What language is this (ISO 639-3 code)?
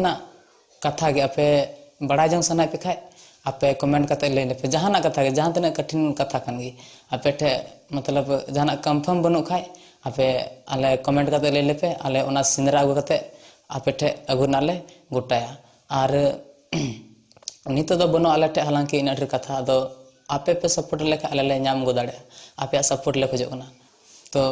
sat